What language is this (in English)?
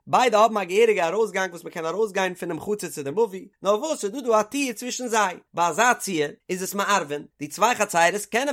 Yiddish